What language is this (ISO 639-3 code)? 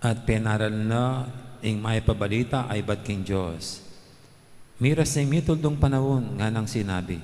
pam